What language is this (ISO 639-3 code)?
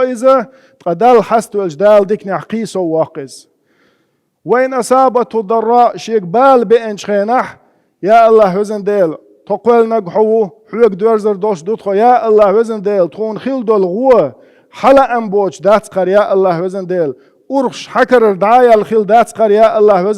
che